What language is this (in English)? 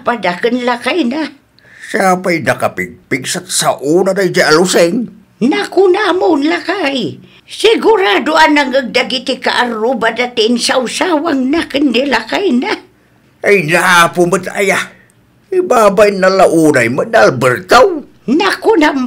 Iloko